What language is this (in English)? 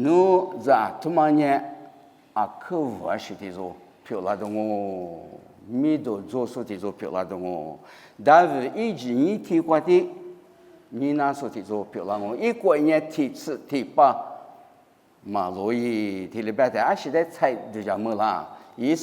Lisu